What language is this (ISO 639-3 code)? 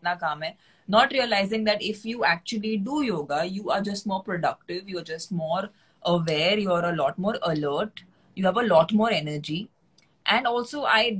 eng